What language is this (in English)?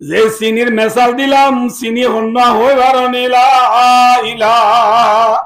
Rohingya